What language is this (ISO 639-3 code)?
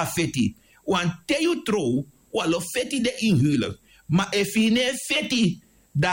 srn